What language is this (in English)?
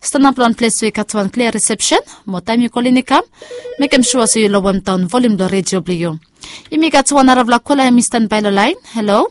Bislama